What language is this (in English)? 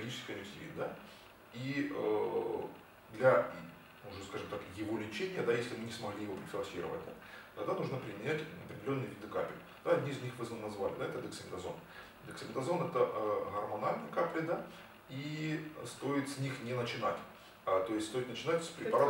Russian